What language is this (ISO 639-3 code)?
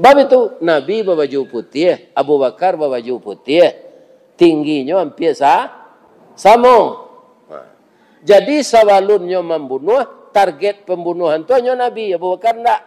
min